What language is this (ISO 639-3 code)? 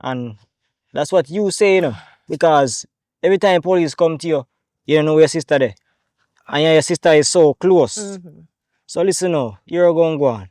jam